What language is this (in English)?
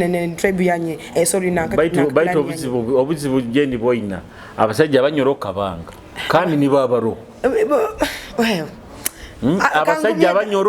Nyoro